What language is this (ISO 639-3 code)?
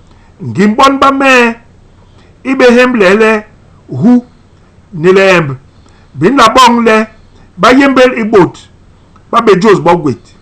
bas